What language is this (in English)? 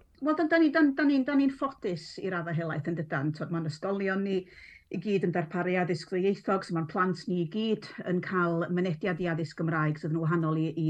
Welsh